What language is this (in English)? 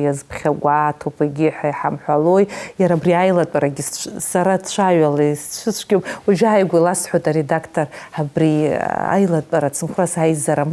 Abkhazian